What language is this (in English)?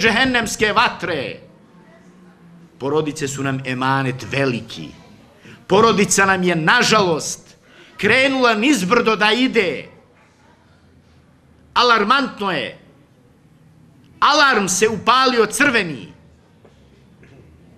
Bosnian